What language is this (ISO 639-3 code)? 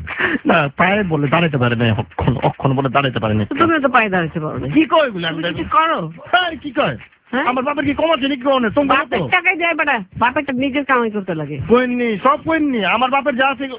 ben